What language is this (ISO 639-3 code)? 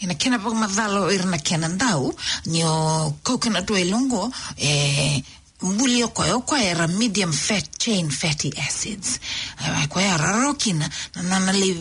fij